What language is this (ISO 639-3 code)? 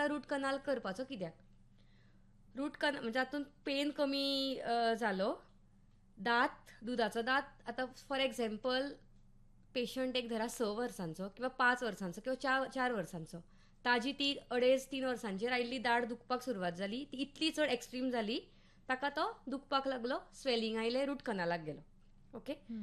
kok